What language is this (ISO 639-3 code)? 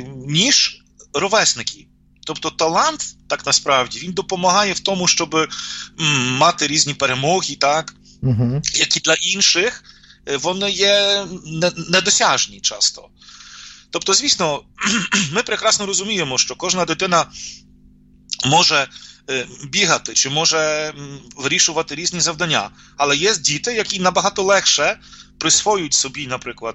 ukr